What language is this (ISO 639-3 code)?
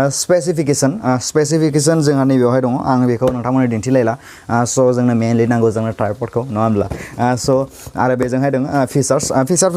brx